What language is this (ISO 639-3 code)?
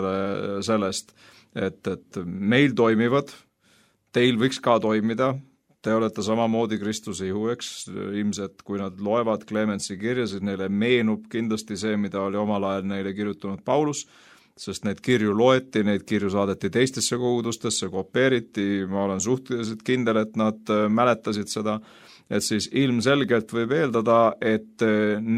est